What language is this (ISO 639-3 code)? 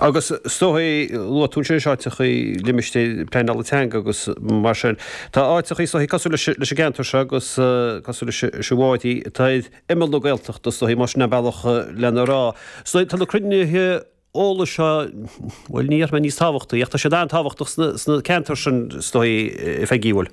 gle